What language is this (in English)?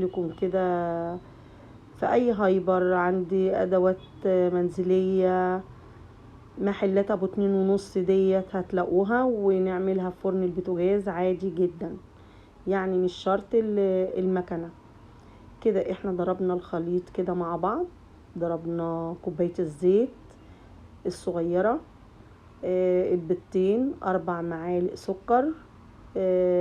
Egyptian Arabic